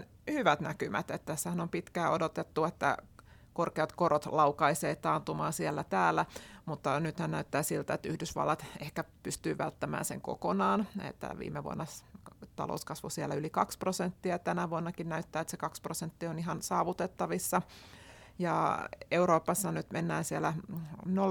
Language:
Finnish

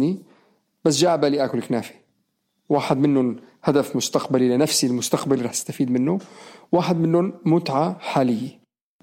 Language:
North Levantine Arabic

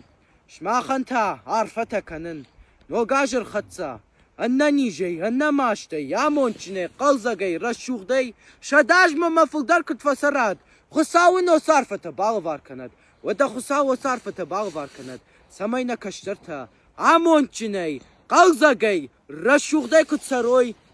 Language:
Ossetic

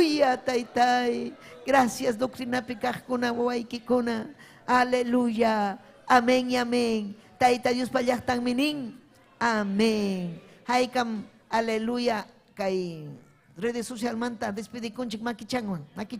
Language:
Ayacucho Quechua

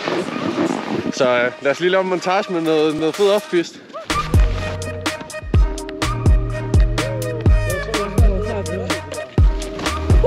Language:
Danish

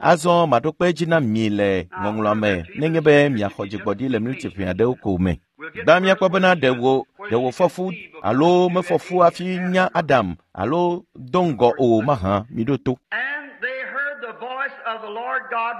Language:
Ewe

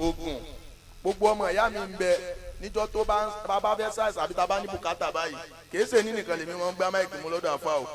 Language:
Yoruba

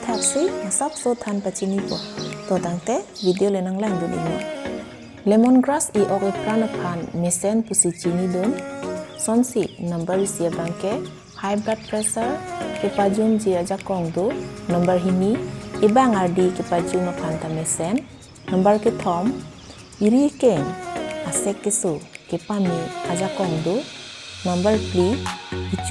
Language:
Karbi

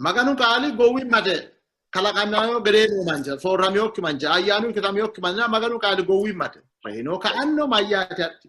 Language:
Sidamo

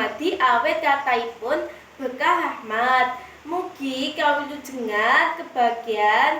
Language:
Javanese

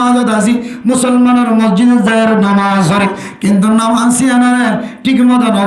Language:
Rohingya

